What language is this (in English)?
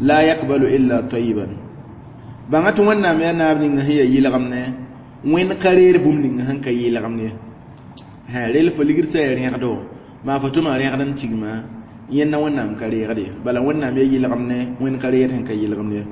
Mossi